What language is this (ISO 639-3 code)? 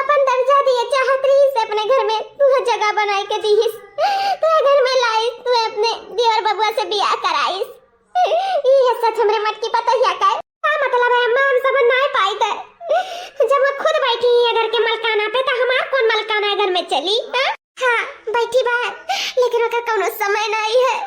awa